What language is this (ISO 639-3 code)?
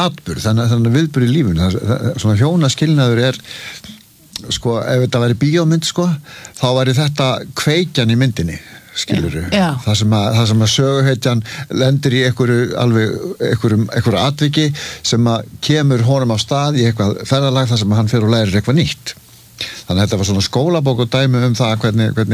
isl